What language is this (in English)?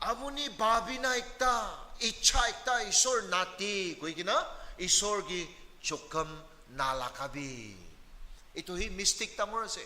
Naga Pidgin